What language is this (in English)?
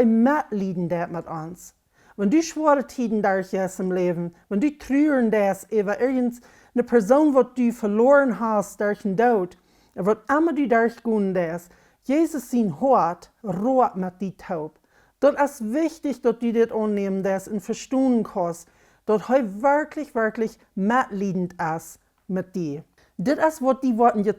Plautdietsch